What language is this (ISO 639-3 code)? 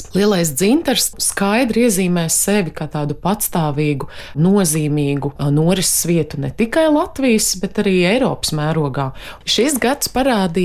lav